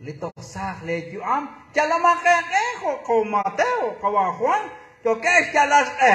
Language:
Kekchí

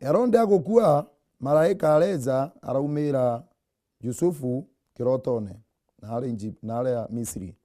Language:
Meru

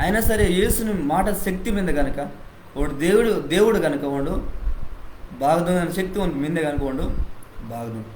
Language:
Koya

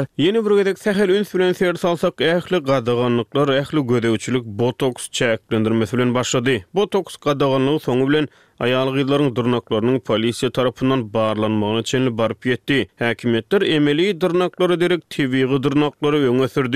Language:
Turkmen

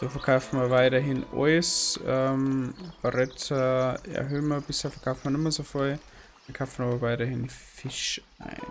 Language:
Bavarian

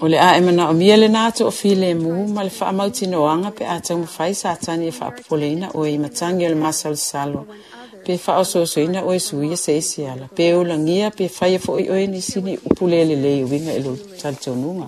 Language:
Samoan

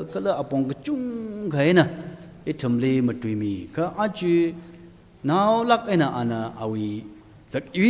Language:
Tangkhul Naga (India)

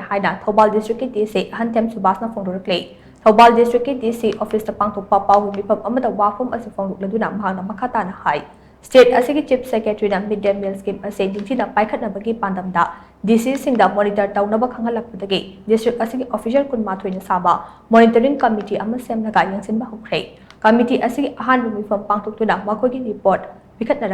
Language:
Manipuri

